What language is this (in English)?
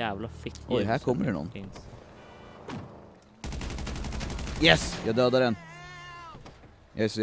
Swedish